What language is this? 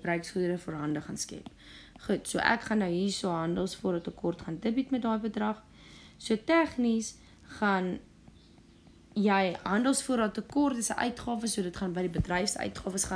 Afrikaans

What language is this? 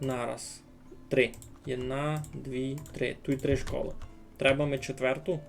Rusyn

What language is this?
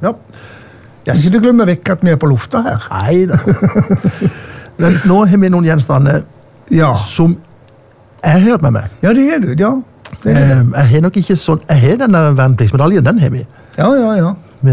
Norwegian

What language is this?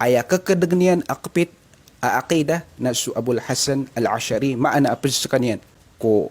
Maranao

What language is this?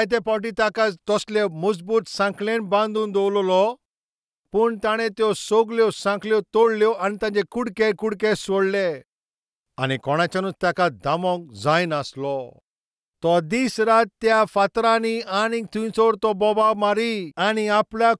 Konkani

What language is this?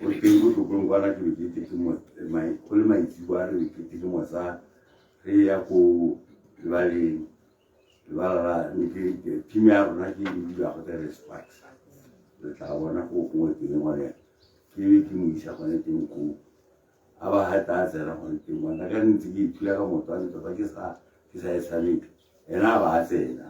Tswana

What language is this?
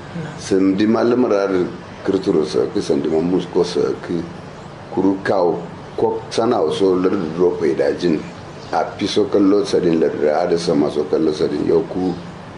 Kanuri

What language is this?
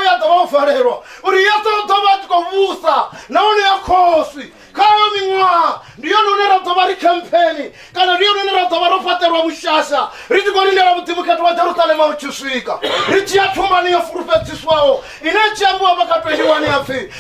Venda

